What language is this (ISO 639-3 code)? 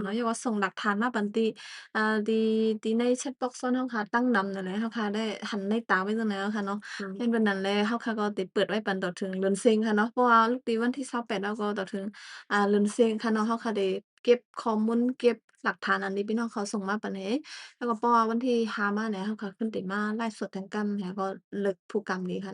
shn